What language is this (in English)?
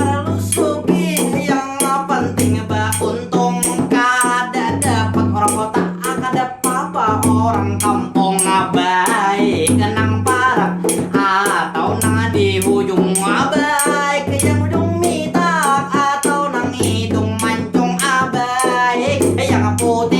Banjar